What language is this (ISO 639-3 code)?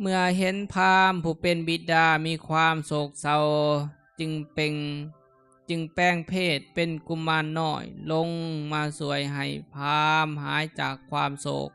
lao